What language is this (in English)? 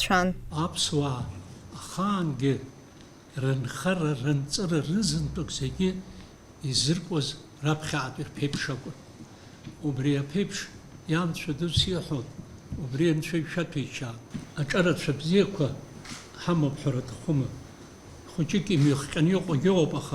Abkhazian